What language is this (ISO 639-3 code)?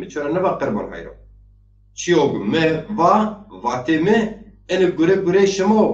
zza